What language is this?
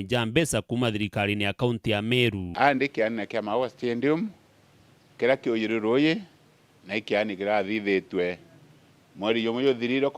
Meru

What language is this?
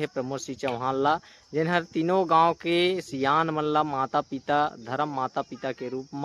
Chhattisgarhi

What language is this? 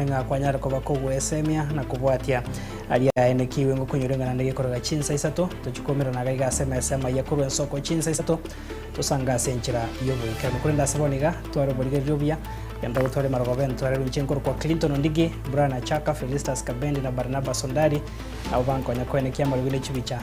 Gusii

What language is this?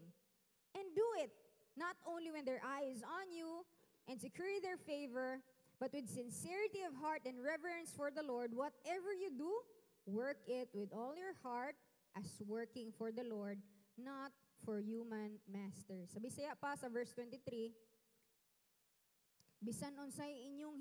Cebuano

